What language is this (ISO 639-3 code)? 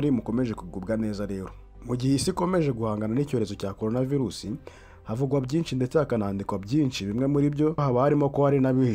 kin